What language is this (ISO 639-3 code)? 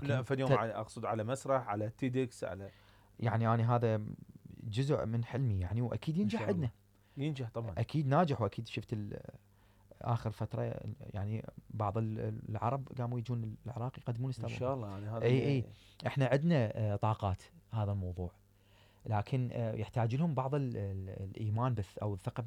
acm